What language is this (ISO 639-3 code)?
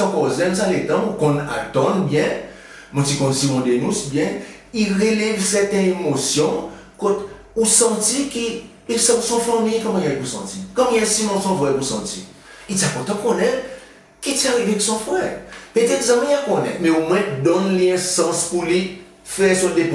crs